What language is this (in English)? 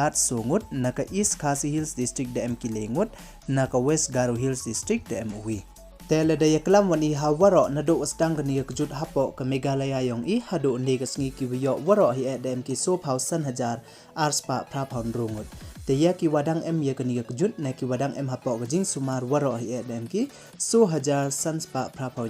Pnar